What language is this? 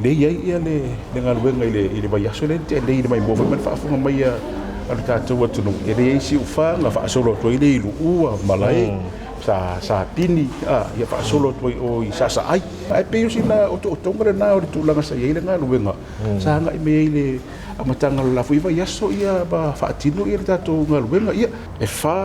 Samoan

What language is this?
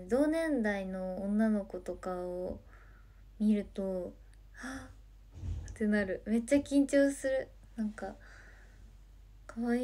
Japanese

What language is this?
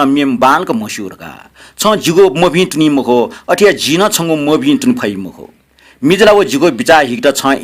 Newari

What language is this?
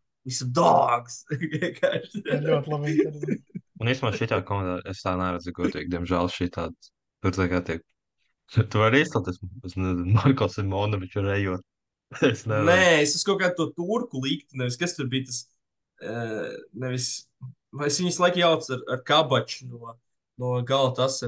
Latvian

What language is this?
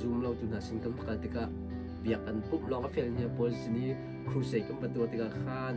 Hakha Chin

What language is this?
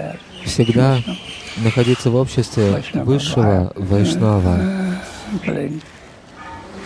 Russian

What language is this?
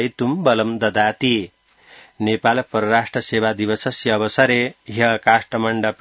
Sanskrit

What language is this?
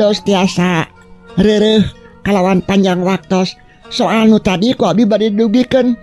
Sundanese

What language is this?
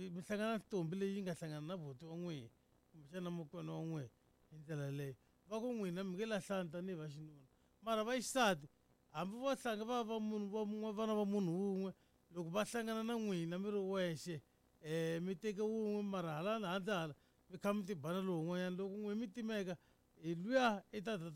Tsonga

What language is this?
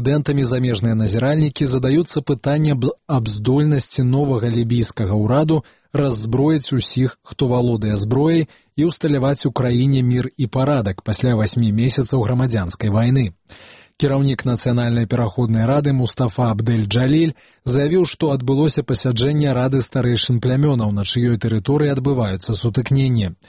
Belarusian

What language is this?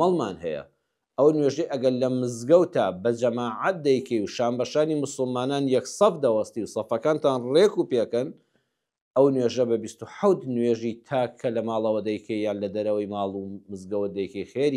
Central Kurdish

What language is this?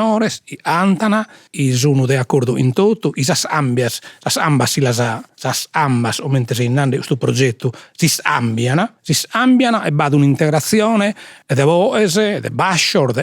Sardinian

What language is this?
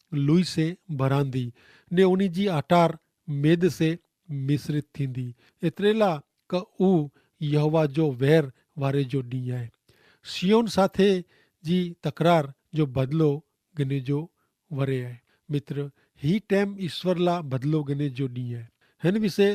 Kachhi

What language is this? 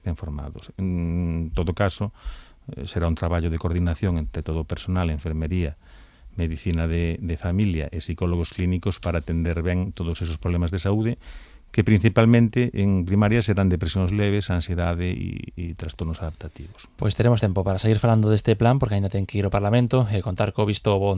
Galician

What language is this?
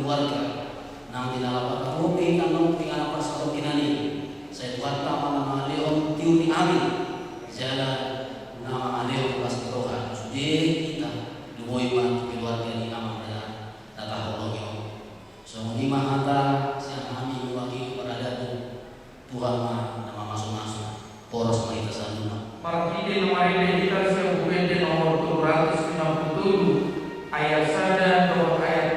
Batak Toba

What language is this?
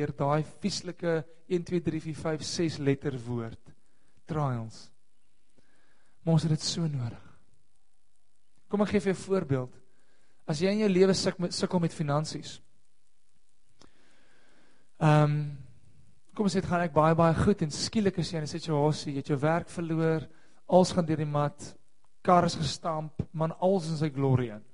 Afrikaans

